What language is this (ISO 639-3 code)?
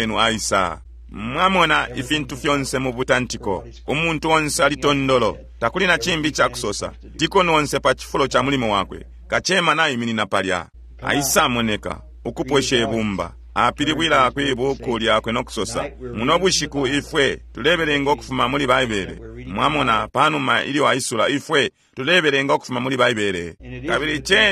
bem